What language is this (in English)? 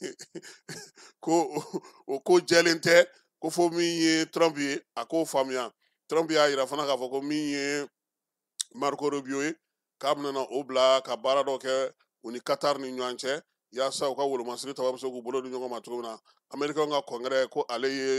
Bambara